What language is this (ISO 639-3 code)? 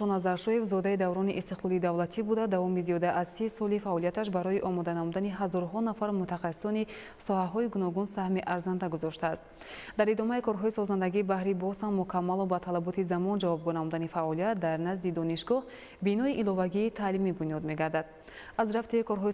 tgk